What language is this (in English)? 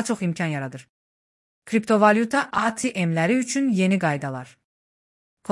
Azerbaijani